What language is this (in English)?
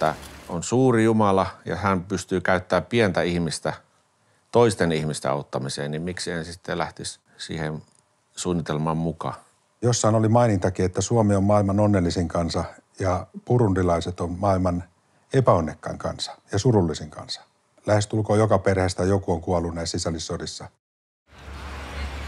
Finnish